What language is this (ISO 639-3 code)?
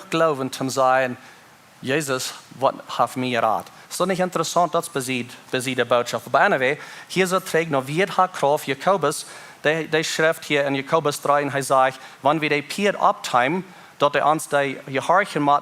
pdt